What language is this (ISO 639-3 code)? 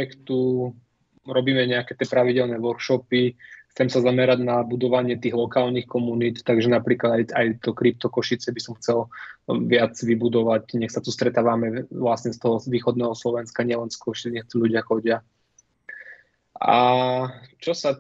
slk